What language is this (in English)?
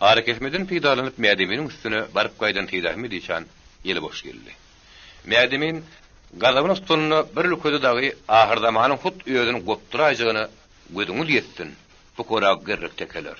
Turkmen